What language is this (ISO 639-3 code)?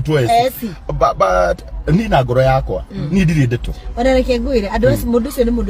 kik